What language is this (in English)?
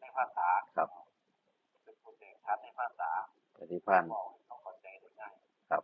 Northeastern Thai